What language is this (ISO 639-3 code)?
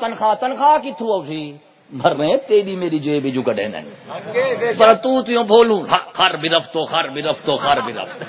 skr